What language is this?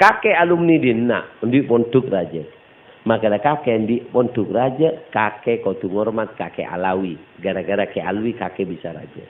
Madurese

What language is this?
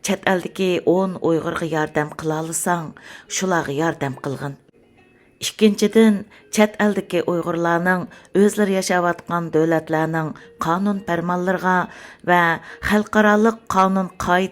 Uyghur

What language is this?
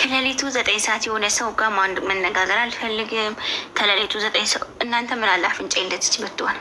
Amharic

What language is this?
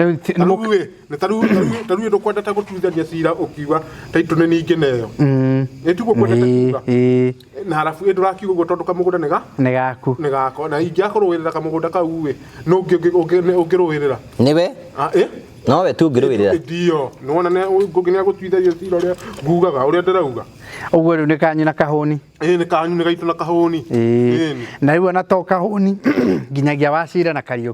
Kikuyu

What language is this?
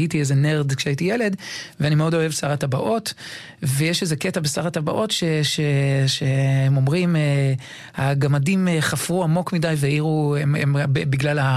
Hebrew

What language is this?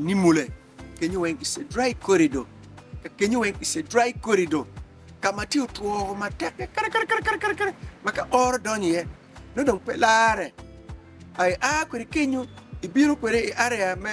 Acoli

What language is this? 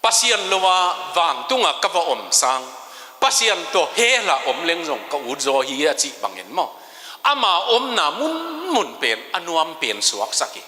Tedim Chin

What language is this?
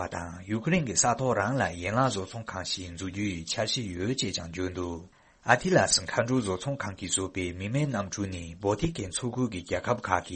Tibetan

